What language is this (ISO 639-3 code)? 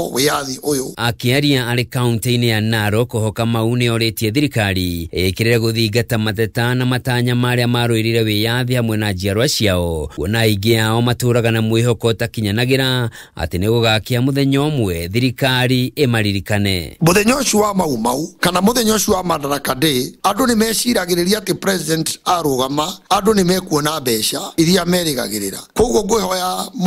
kik